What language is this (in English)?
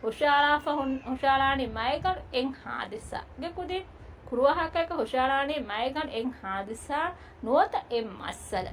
Divehi